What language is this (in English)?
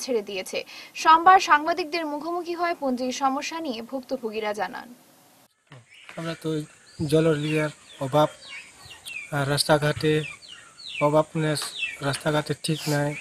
Bangla